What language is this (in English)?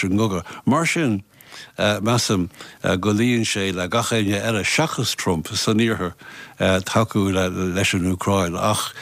Irish